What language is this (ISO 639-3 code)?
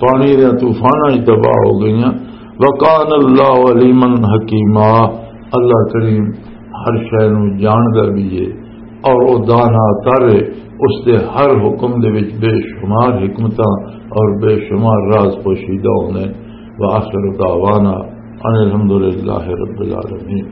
lah